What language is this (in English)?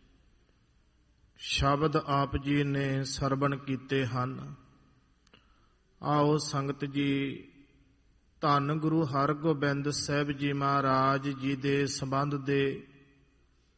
Punjabi